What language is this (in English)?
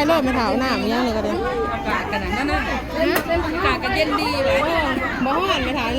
Northeastern Thai